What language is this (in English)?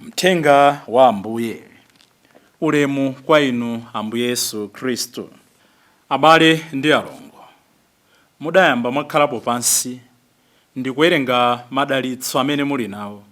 Nyanja